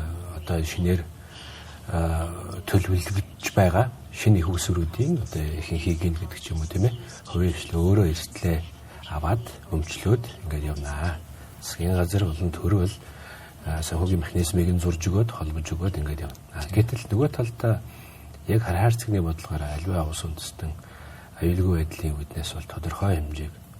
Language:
Mongolian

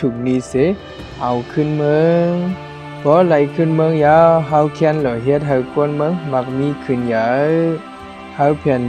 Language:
Shan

